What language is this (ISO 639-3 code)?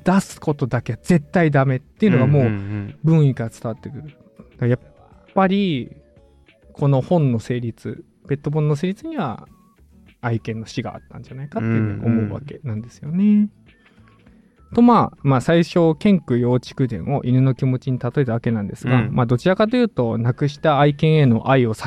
jpn